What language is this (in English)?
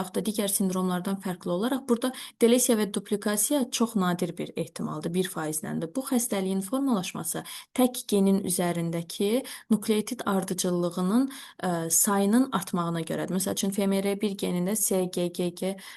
Azerbaijani